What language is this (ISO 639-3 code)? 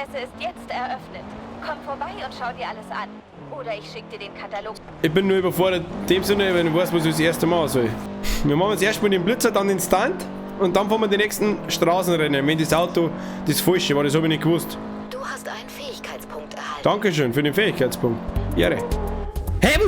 bar